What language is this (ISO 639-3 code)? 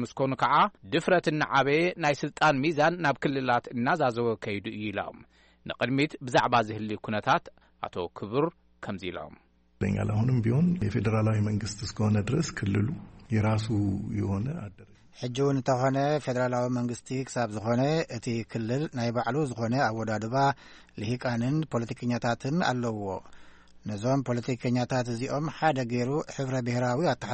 tir